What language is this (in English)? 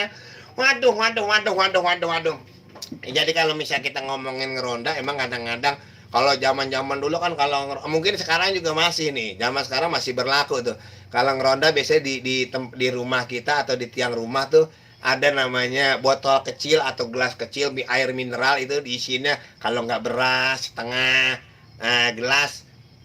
Betawi